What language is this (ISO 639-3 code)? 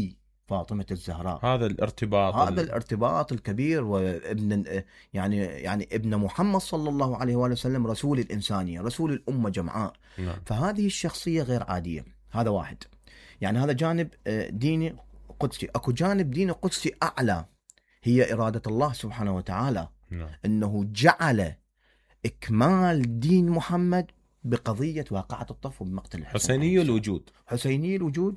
acm